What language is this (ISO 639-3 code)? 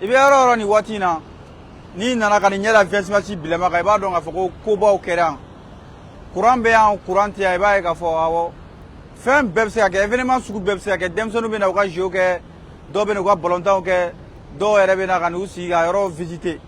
bam